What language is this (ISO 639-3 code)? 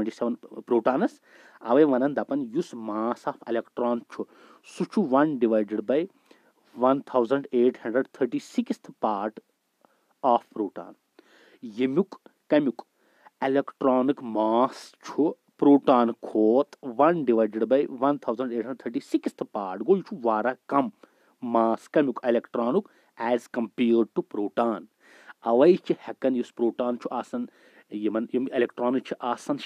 kas